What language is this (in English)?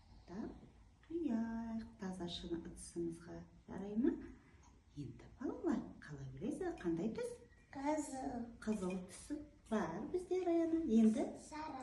Kazakh